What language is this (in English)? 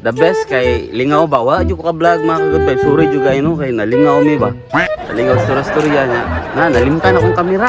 Cebuano